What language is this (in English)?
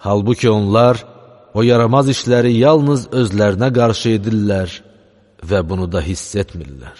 Azerbaijani